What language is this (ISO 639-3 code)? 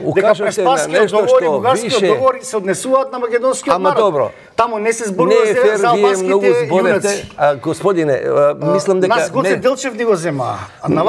mkd